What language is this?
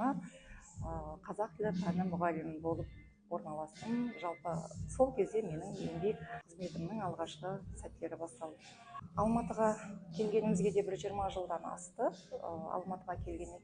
Kazakh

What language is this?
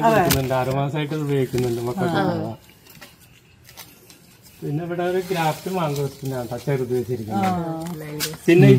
Malayalam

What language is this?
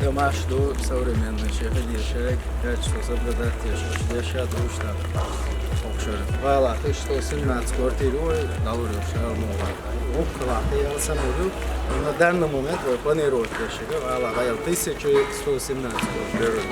Chechen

